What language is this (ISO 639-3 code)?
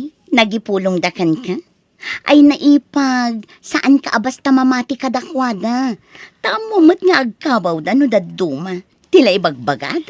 ilo